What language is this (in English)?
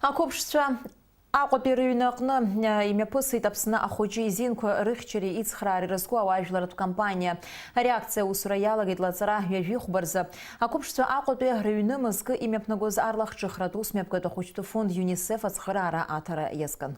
Abkhazian